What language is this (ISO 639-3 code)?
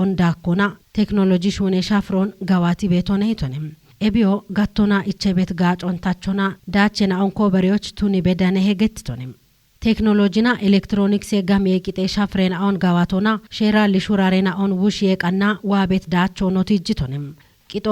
kbr